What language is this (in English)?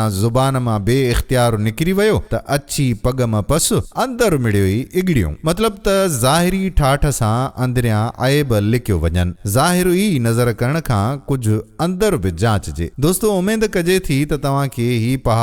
Sindhi